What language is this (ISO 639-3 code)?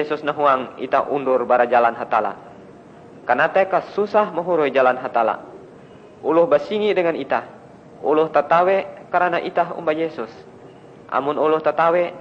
nij